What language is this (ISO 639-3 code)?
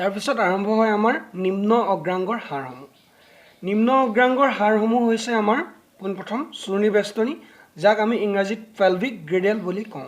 asm